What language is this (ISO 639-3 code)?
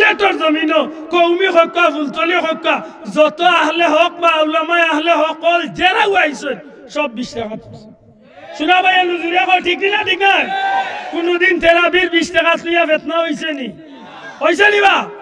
syl